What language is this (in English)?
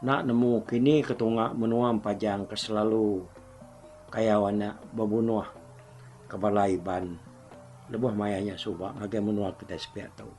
Iban